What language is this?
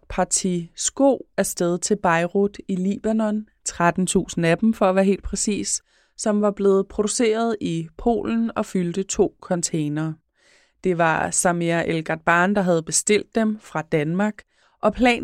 Danish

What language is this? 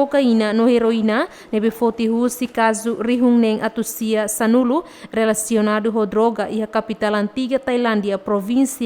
Tetum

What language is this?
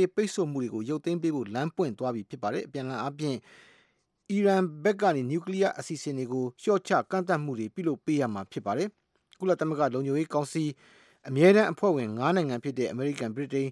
Burmese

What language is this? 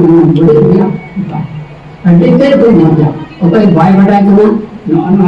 Santali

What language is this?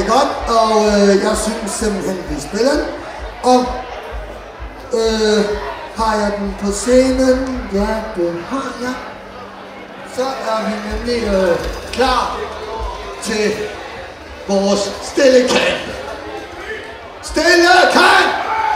Danish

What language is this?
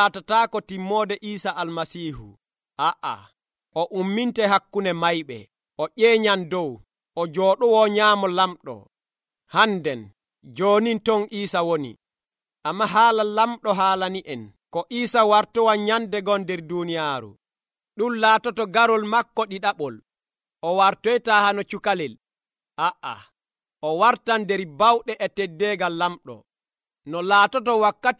Nigerian Fulfulde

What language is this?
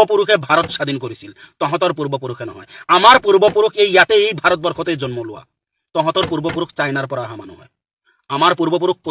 Assamese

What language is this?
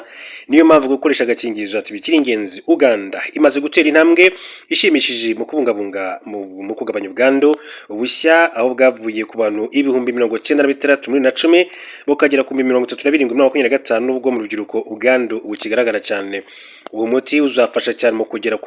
Kinyarwanda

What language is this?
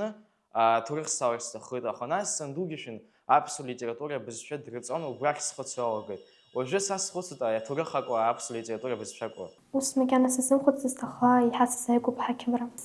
Abkhazian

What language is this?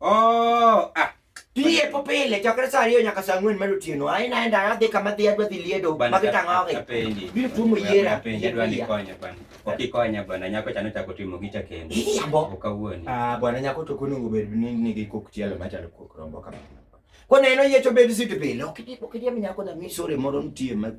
Luo (Kenya and Tanzania)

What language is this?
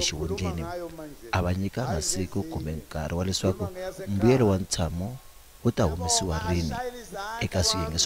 Tsonga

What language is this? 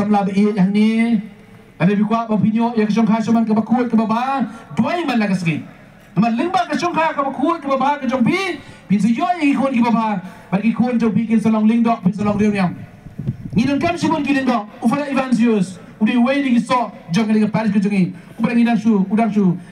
Khasi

